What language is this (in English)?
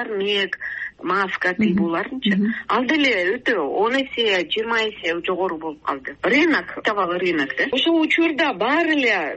Kyrgyz